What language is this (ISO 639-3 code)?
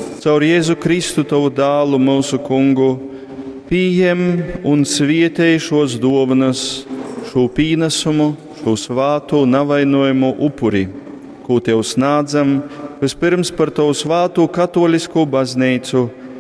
ltg